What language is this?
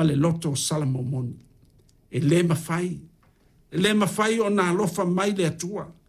Samoan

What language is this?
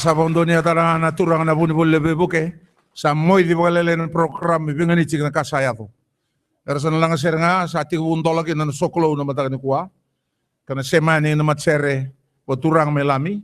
Fijian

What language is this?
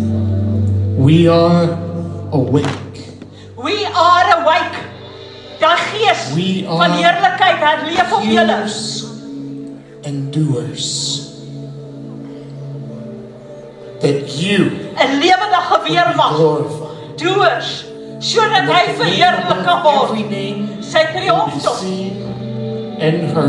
Afrikaans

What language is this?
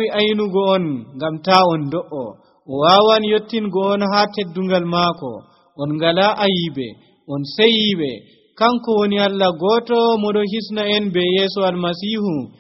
Nigerian Fulfulde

